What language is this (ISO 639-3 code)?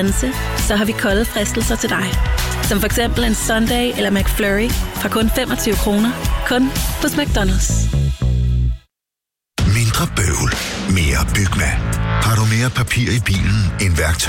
dan